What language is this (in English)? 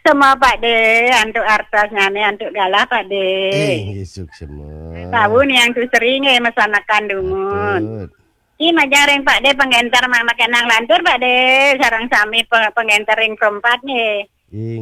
Balinese